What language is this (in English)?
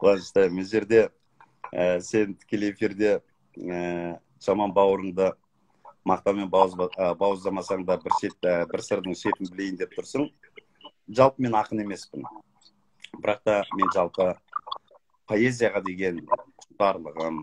Kazakh